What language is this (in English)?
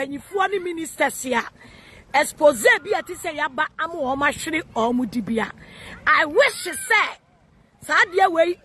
Akan